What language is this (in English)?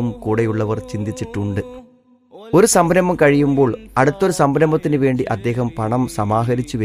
Malayalam